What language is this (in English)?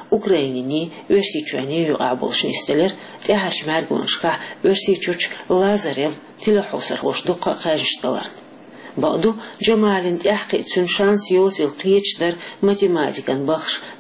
Chechen